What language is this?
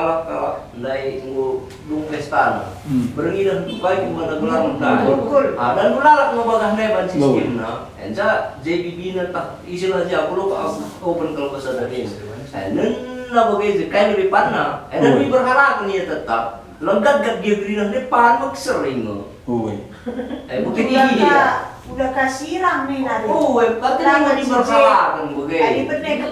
Batak Karo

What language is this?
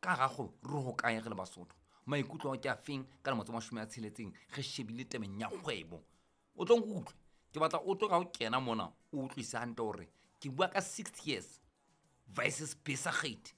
Southern Sotho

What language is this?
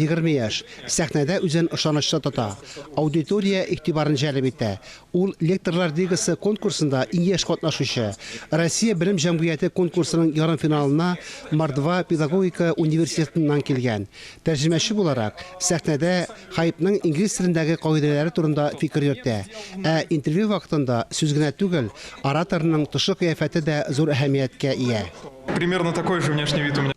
Tatar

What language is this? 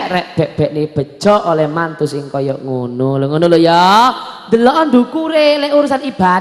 Javanese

